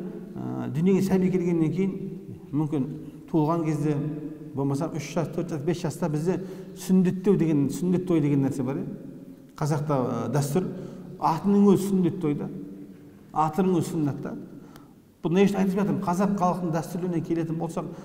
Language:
Kazakh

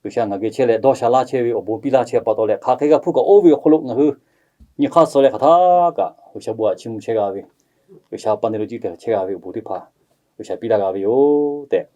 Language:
Lahu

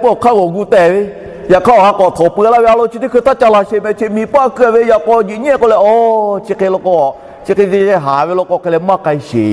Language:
Lahu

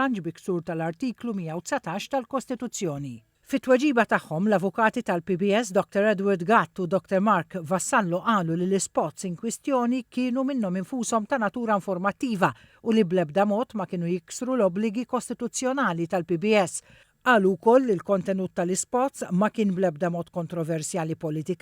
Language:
Maltese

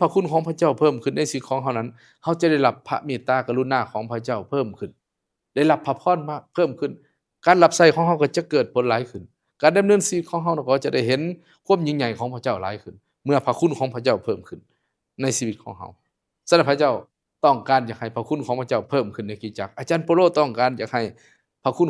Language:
Lao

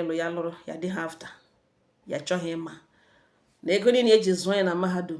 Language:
Igbo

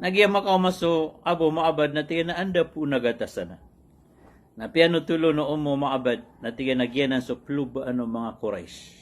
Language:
Maranao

